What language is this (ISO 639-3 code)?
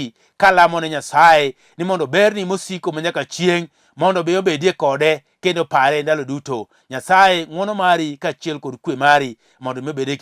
luo